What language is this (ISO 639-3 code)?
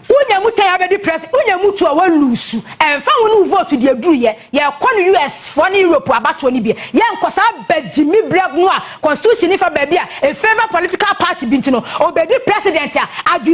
aka